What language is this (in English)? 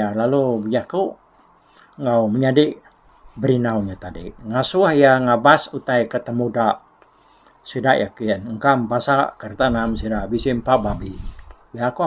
Iban